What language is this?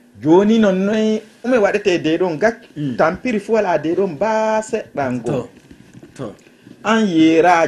Fula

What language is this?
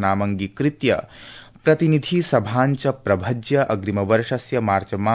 Sanskrit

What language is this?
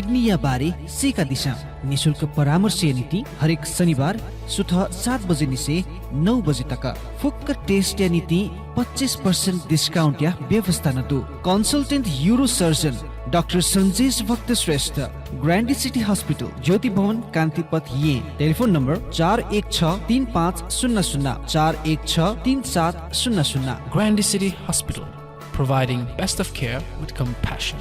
Newari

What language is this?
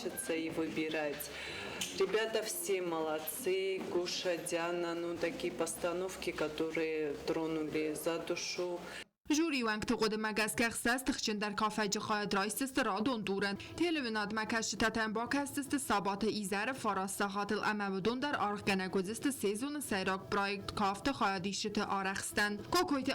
Ossetic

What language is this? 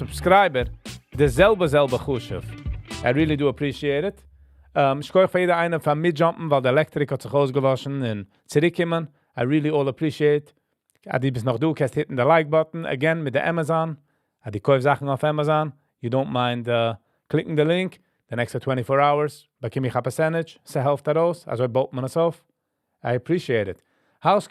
Yiddish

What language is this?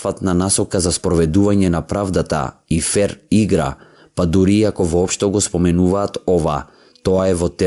Macedonian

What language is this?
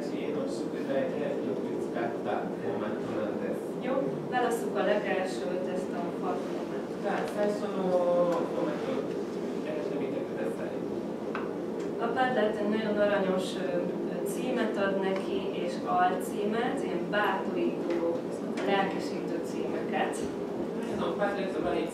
Hungarian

